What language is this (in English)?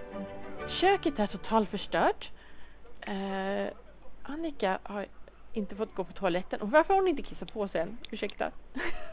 Swedish